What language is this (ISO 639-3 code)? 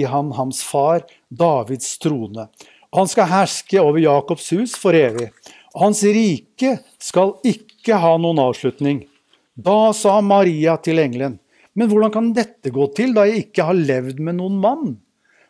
nor